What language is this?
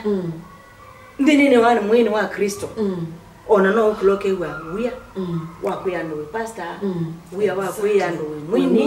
Kamba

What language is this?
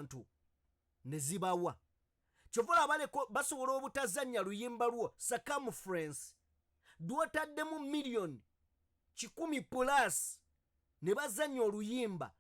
Ganda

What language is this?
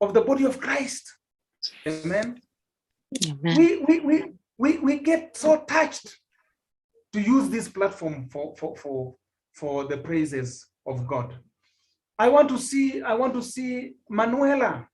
Kalenjin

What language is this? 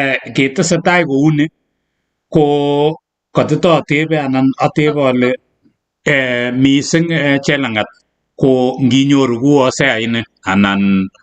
Kalenjin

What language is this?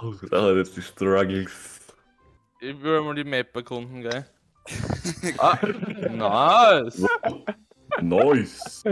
Bavarian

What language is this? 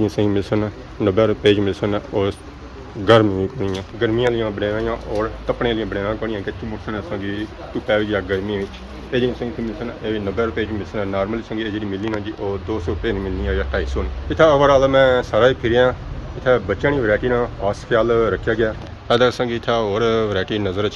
Pahari-Potwari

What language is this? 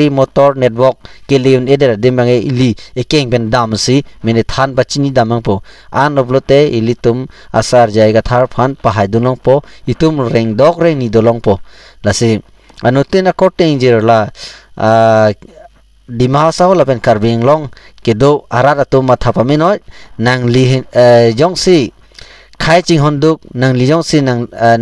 Karbi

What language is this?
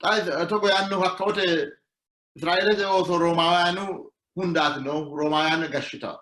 Sidamo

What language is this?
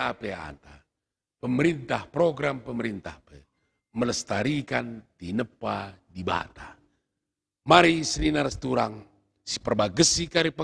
Batak Karo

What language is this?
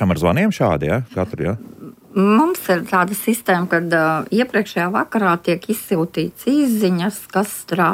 Latvian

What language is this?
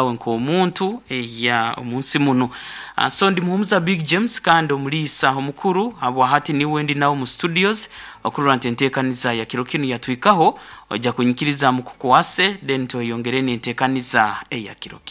Nyoro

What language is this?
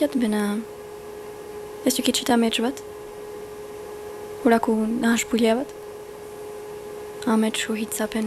Basque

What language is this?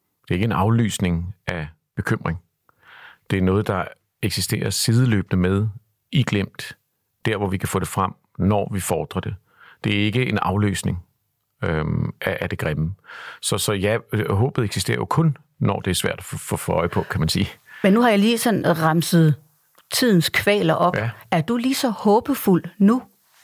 Danish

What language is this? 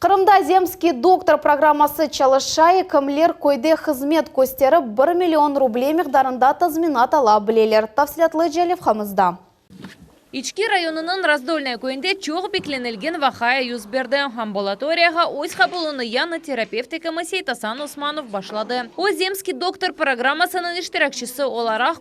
Crimean Tatar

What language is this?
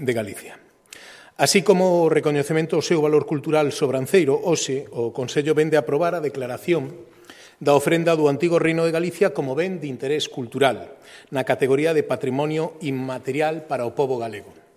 Galician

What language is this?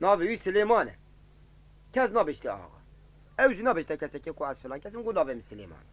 Kurdish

